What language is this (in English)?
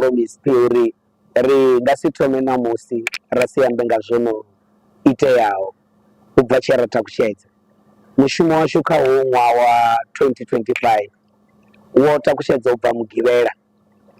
Venda